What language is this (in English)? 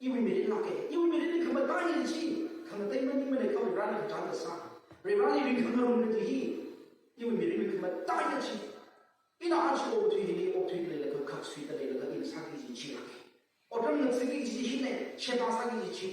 Tangkhul Naga (India)